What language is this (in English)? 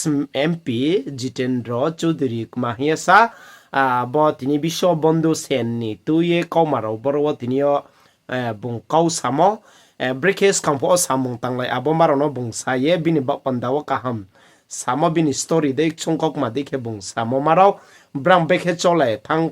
Riang (India)